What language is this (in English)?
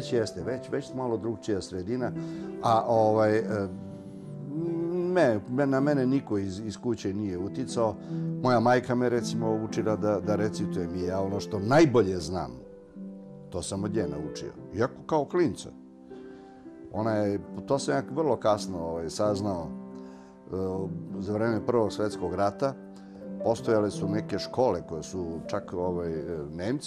Serbian